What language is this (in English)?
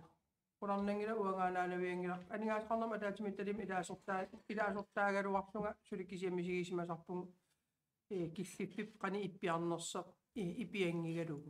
Kalaallisut